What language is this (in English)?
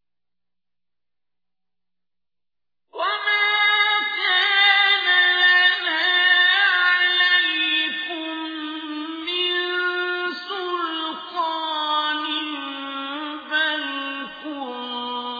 Arabic